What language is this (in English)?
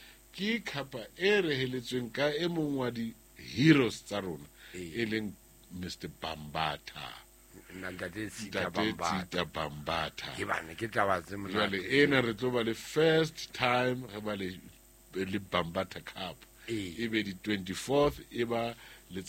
Southern Sotho